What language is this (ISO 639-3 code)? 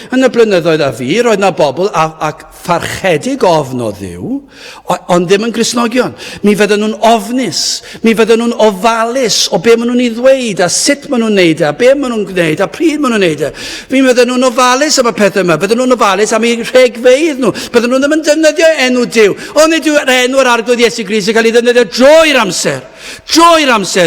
cym